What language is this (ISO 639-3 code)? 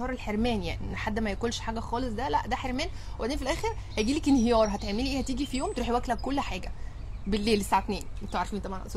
arz